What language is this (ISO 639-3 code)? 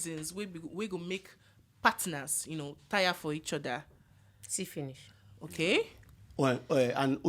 pcm